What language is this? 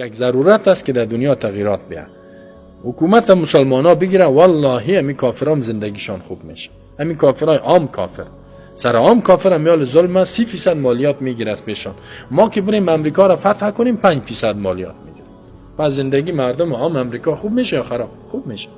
Persian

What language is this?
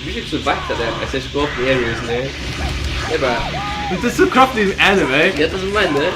Faroese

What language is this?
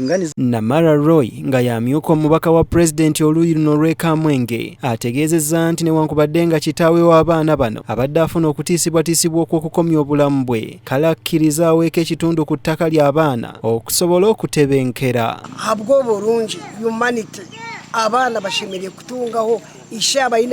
Ganda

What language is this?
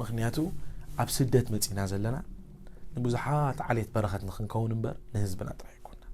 Tigrinya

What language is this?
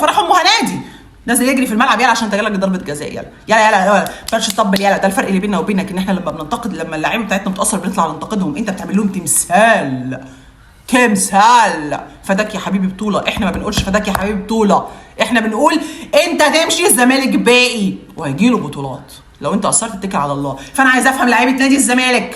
Egyptian Arabic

